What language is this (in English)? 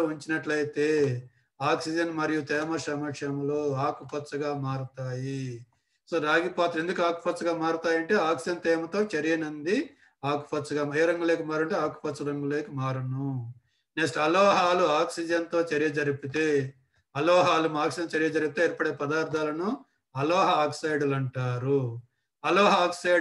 Telugu